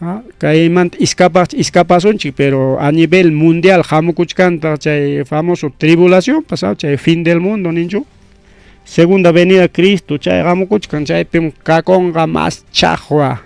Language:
Ayacucho Quechua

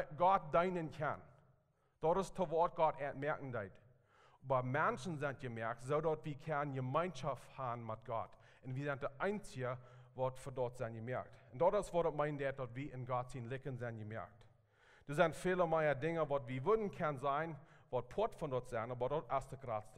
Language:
Plautdietsch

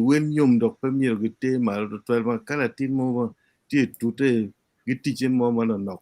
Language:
Acoli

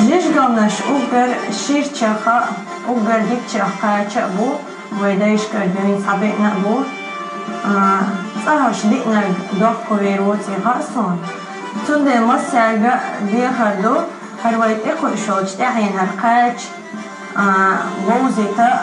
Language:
Chechen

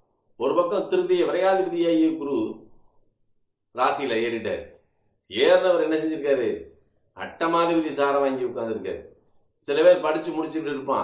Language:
Tamil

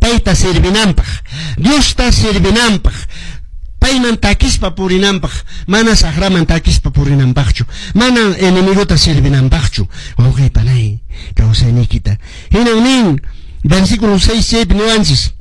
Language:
Quechua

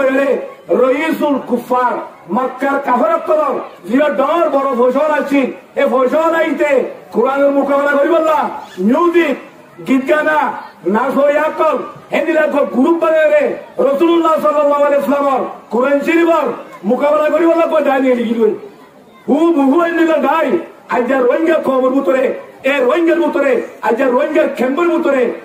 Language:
Rohingya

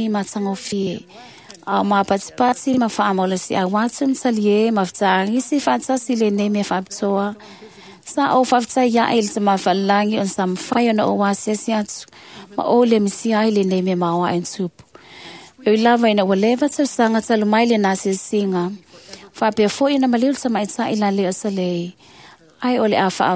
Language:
Samoan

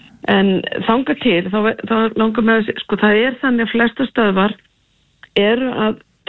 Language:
Icelandic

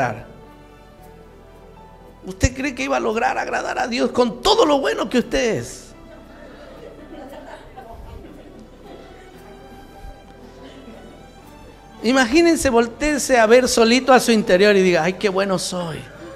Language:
Spanish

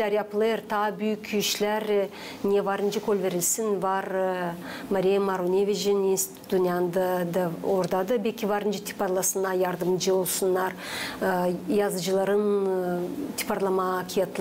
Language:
Gagauz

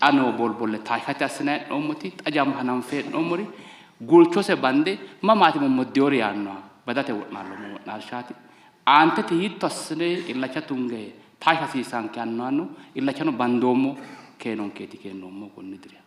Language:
Sidamo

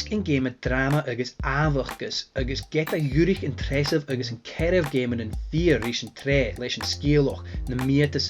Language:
Scottish Gaelic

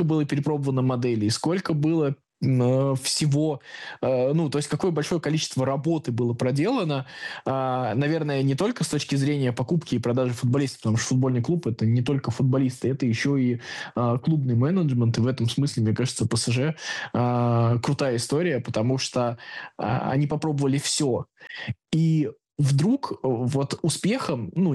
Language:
Russian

